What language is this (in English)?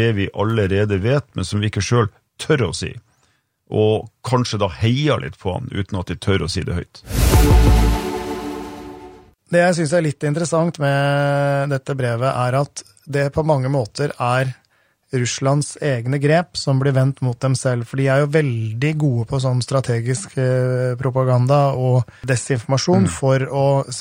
Norwegian